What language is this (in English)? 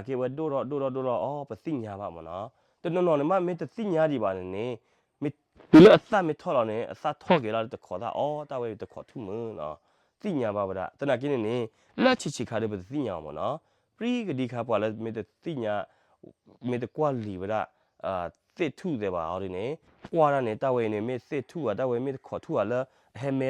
S'gaw Karen